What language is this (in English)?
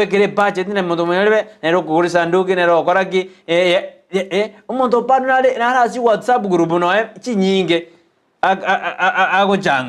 Gusii